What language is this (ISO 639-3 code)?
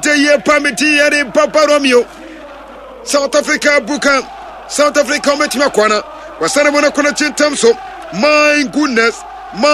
aka